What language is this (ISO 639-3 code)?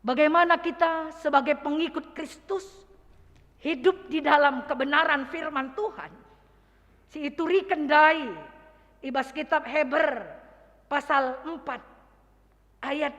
btx